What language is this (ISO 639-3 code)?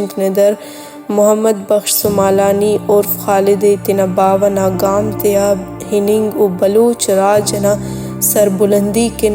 brh